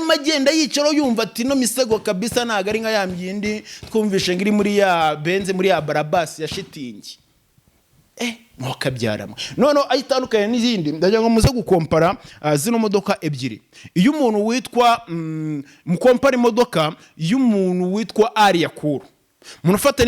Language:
Kinyarwanda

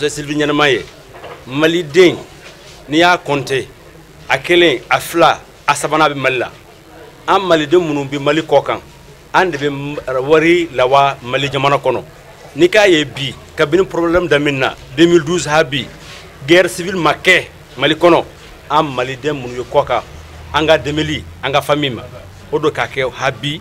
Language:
Bambara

